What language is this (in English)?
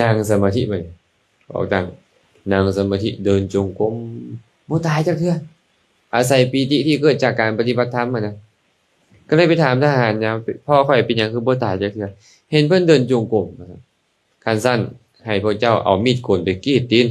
Lao